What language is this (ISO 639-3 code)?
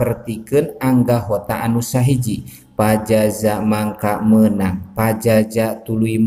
sun